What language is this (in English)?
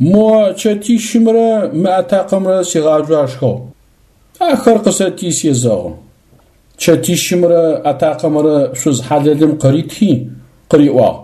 Adyghe